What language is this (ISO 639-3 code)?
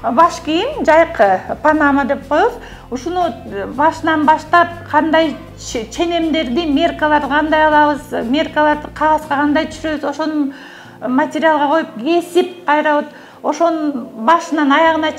kir